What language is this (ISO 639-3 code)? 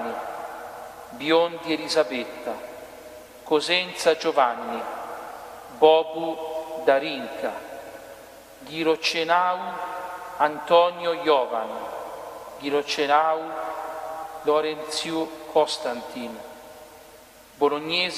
ita